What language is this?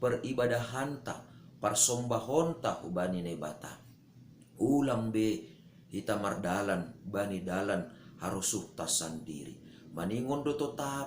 Batak Simalungun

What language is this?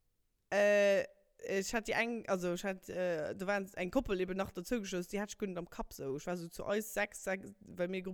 Luxembourgish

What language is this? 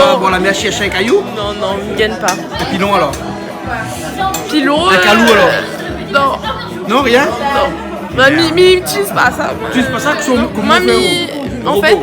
Réunion Creole French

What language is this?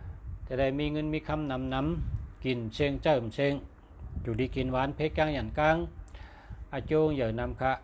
Shan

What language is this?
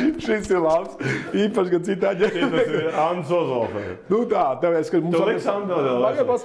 Latvian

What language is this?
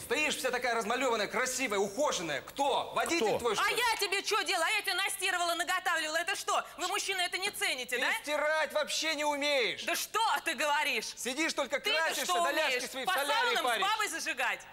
Russian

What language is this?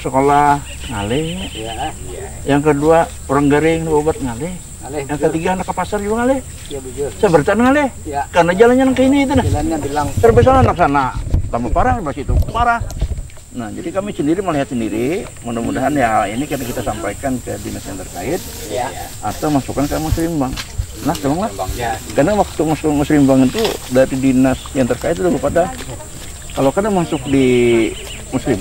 Banjar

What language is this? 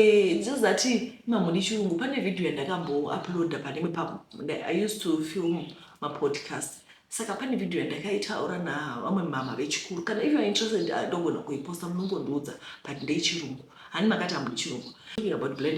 Shona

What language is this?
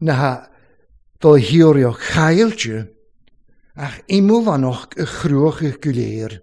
Welsh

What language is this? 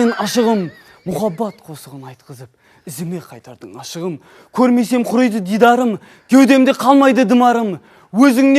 Kara-Kalpak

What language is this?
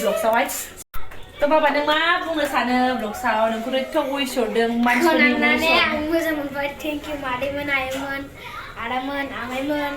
Bodo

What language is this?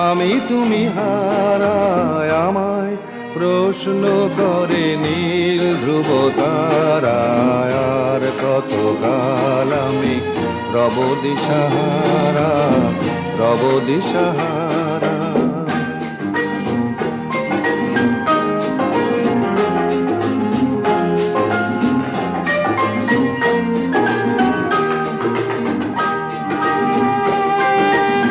Bangla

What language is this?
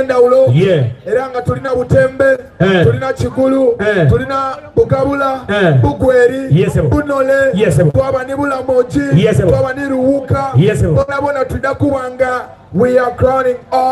Soga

